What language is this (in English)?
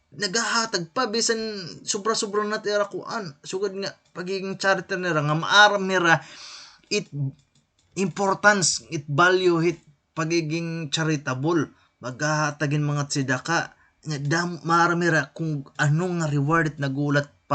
Waray